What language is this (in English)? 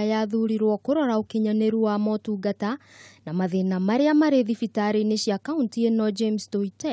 Kikuyu